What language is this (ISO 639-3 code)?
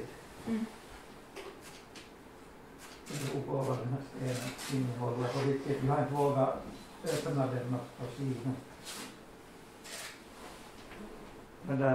swe